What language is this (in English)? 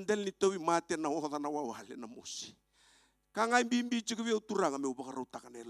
Fijian